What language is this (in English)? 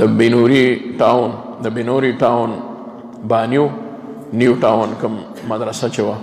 Pashto